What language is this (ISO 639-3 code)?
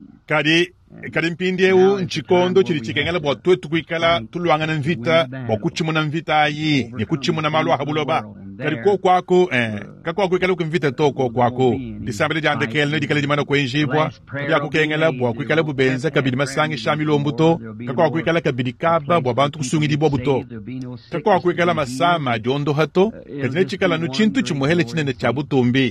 lua